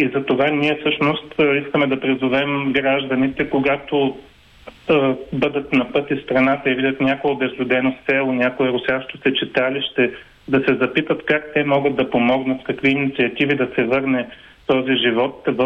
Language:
Bulgarian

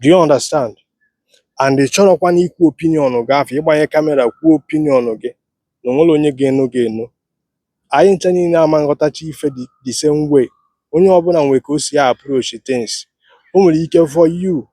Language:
Igbo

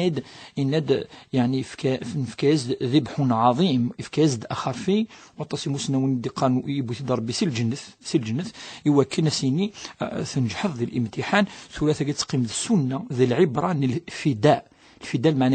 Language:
Kabyle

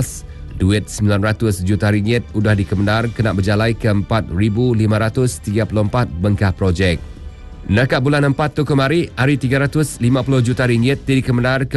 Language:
Iban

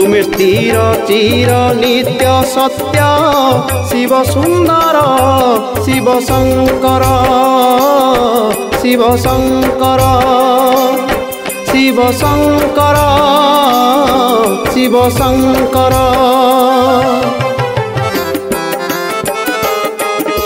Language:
Odia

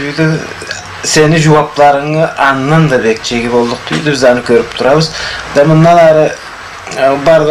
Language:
Karachay-Balkar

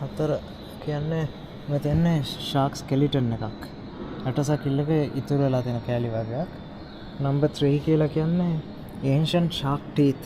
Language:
Sinhala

